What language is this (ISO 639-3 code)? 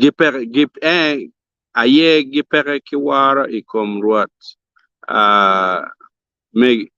ach